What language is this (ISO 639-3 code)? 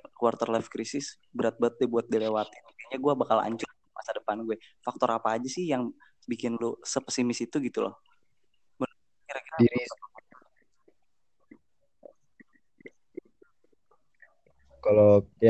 ind